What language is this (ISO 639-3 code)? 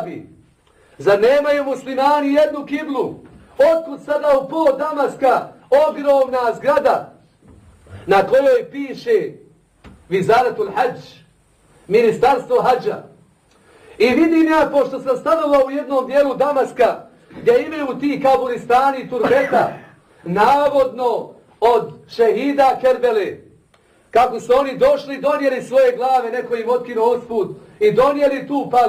bos